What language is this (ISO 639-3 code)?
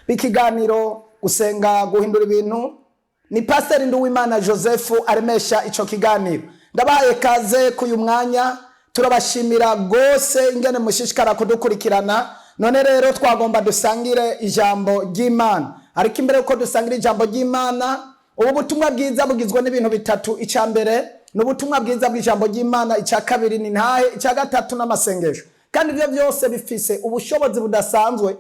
run